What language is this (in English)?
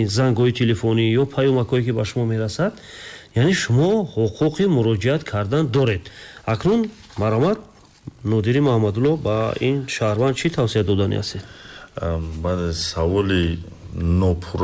Tajik